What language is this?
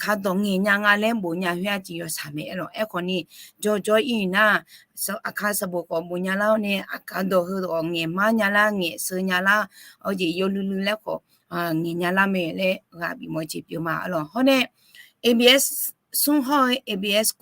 Akha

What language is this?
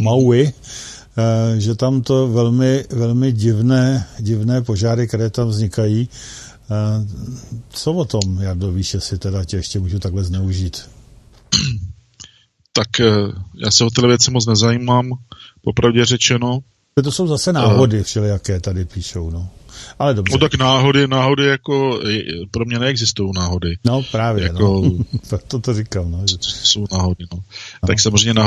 Czech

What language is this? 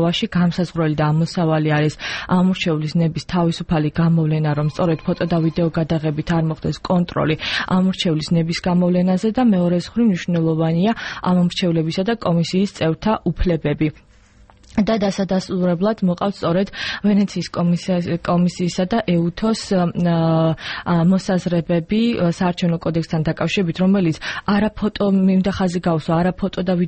Georgian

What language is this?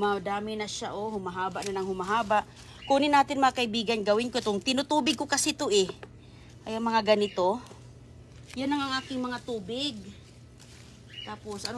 Filipino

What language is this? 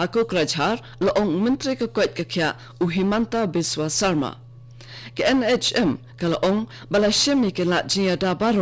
Khasi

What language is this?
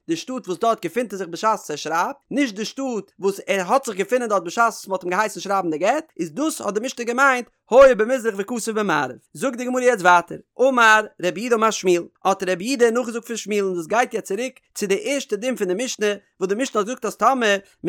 Yiddish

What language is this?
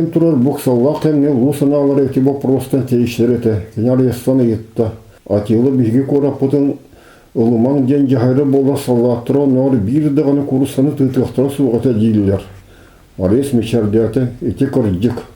Yakut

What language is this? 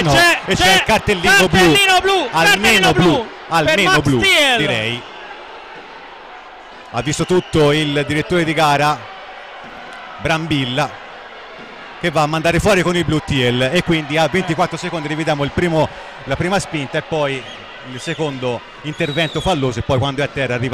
Italian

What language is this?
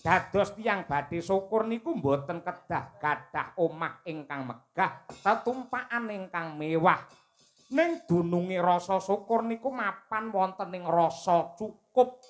Javanese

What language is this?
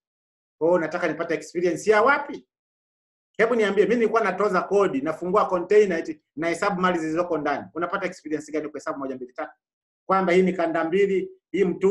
Swahili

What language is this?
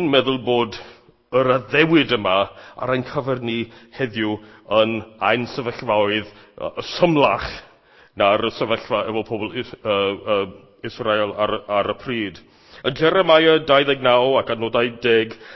Welsh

